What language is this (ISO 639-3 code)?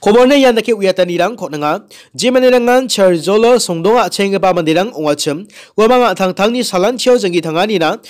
grt